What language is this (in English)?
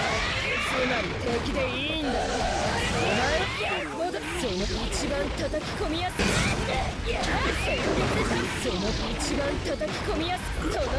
Japanese